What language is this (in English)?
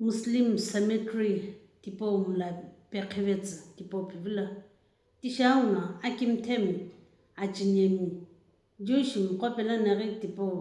Sumi Naga